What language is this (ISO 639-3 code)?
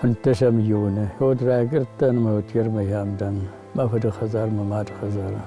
oss